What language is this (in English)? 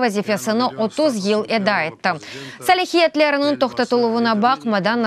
Crimean Tatar